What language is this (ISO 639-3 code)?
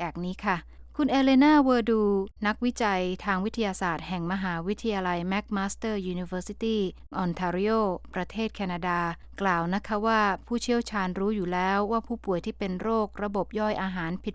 tha